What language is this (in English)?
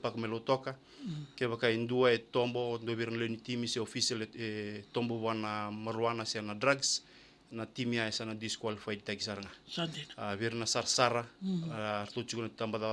Fijian